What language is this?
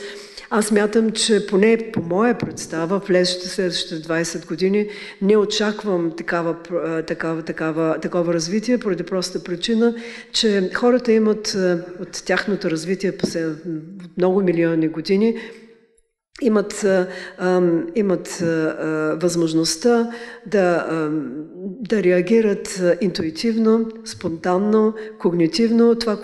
Bulgarian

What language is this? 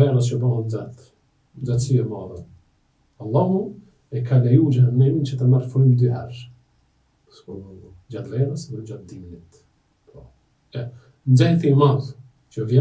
Albanian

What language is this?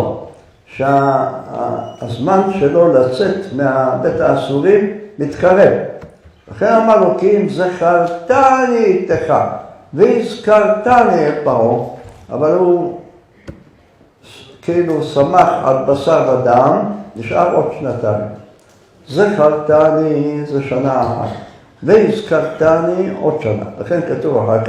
Hebrew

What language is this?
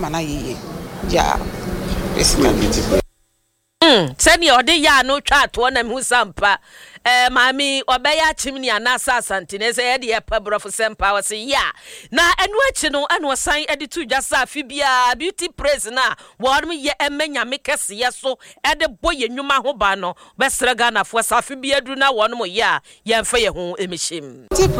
Akan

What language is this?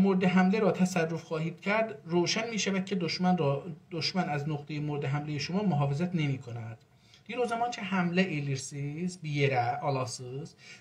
South Azerbaijani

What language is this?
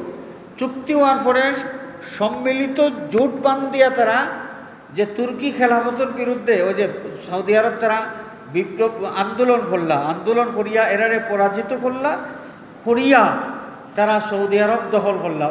Sylheti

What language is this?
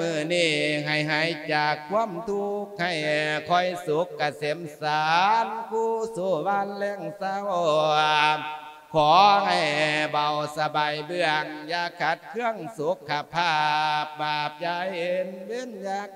Lao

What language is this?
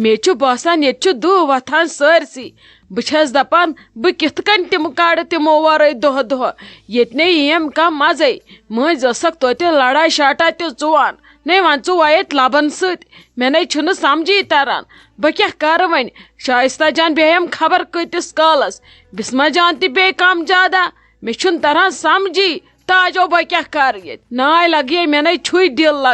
Kashmiri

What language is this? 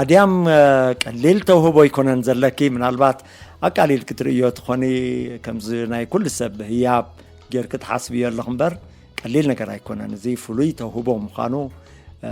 Tigrinya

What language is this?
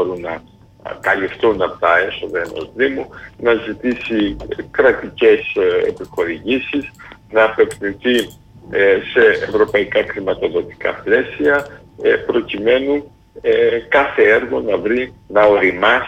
Greek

